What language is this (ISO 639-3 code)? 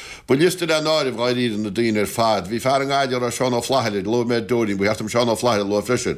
gle